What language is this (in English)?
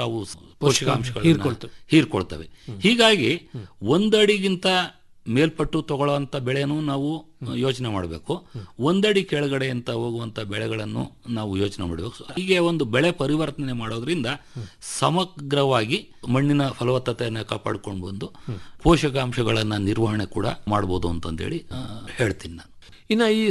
Kannada